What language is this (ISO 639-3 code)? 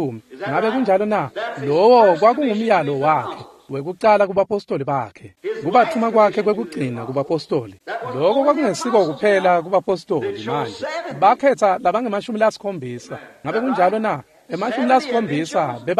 ssw